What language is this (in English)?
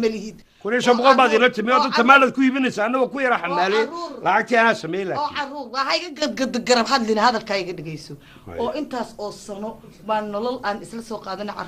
Somali